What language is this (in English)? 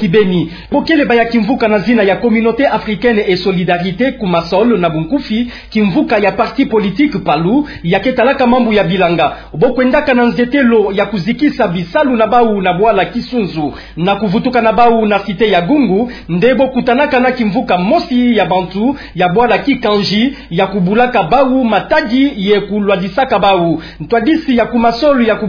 Kituba (Democratic Republic of Congo)